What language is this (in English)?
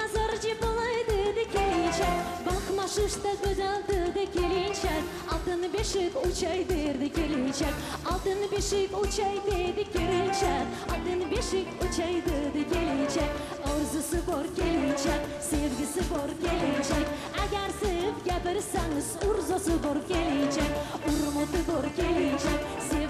Crimean Tatar